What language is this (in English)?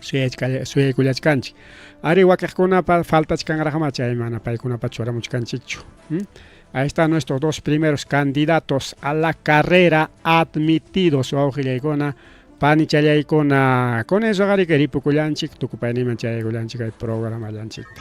Ayacucho Quechua